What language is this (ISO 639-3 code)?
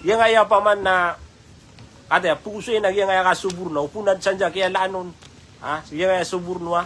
mrw